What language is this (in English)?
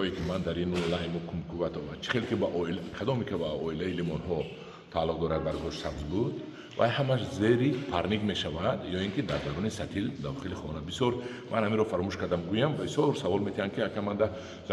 Tajik